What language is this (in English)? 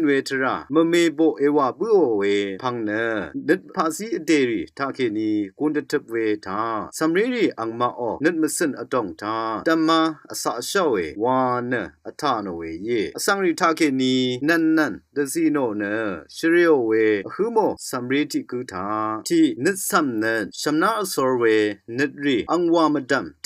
Rawang